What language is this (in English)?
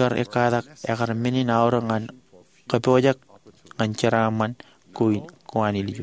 Marshallese